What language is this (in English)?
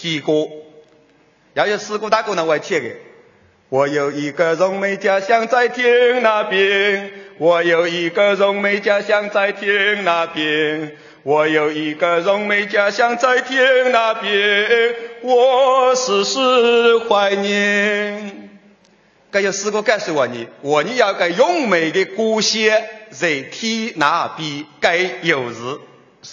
Chinese